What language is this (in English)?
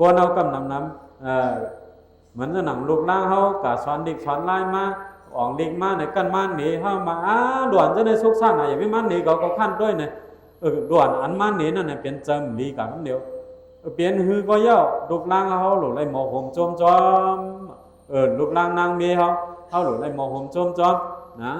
Shan